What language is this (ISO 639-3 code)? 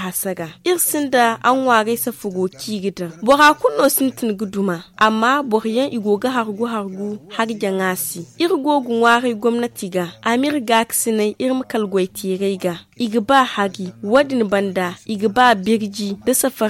dje